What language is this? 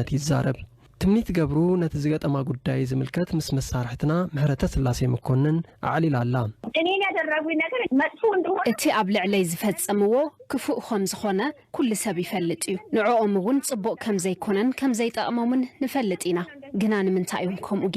Tigrinya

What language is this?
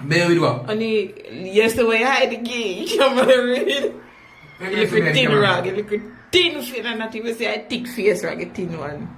Jamaican Creole English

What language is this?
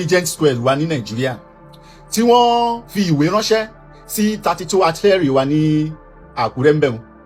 Yoruba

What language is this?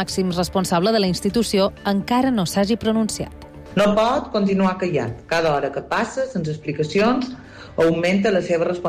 Catalan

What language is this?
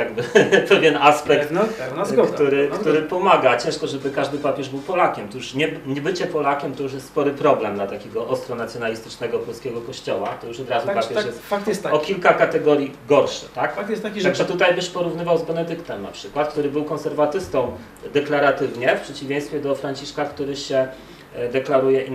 Polish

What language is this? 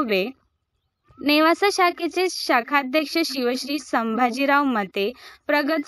Marathi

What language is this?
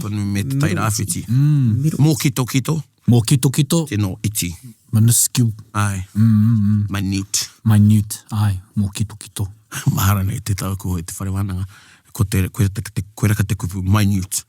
Māori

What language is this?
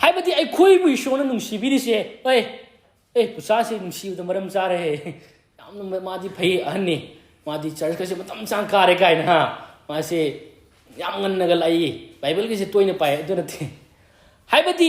Manipuri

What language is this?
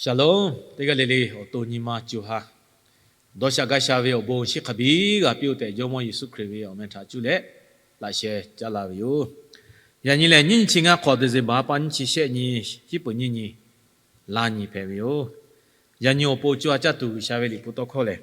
Lahu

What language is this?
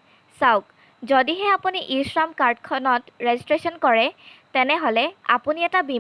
Assamese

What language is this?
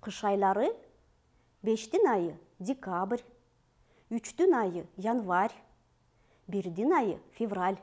Kyrgyz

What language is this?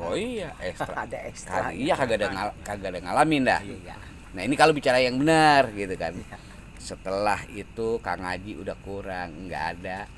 Betawi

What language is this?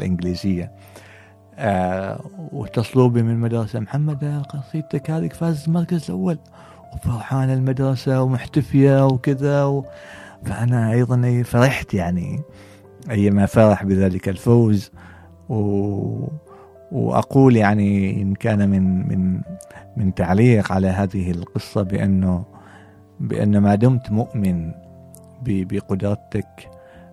Gulf Arabic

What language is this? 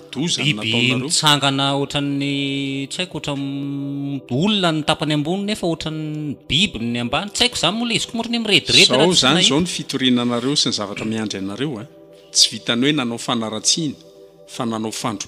Malagasy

